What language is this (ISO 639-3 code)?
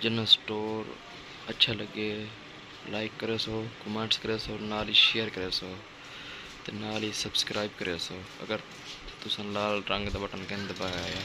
skr